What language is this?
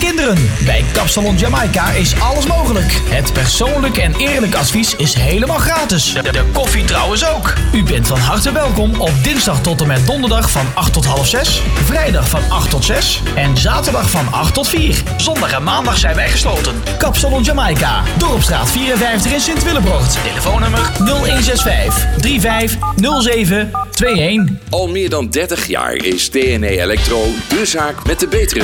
Dutch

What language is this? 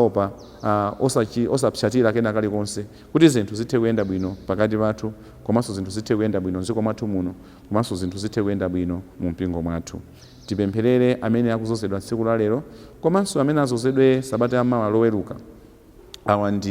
Nyanja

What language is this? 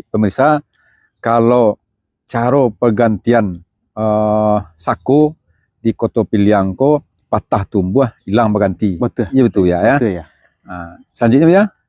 Minangkabau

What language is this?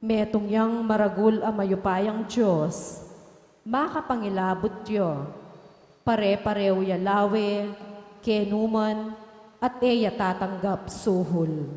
Pampanga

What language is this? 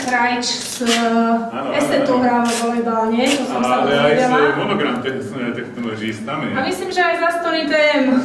Slovak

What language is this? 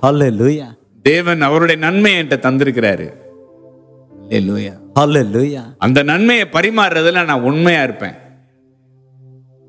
Tamil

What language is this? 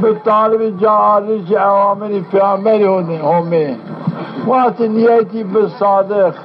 Zaza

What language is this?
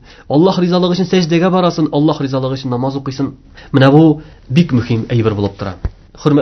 Tatar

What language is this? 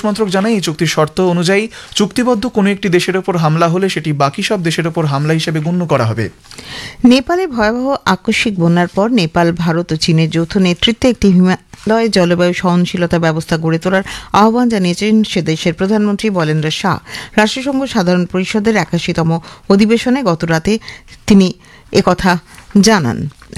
Bangla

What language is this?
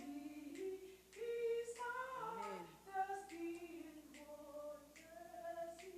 Fijian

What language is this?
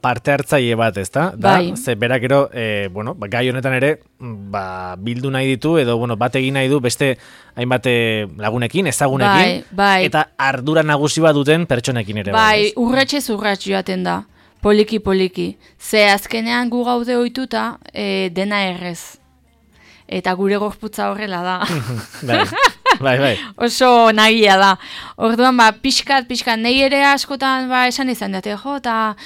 Basque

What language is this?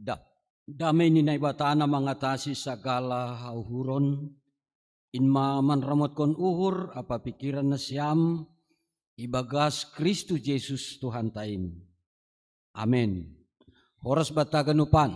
Batak Simalungun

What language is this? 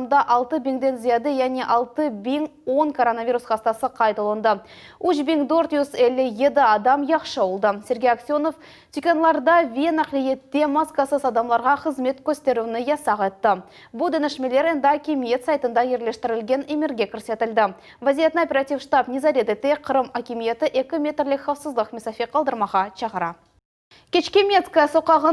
Crimean Tatar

